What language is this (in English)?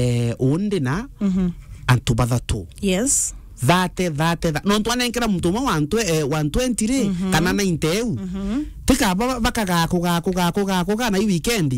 Meru